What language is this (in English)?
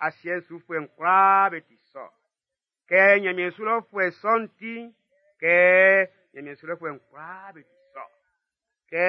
Baoulé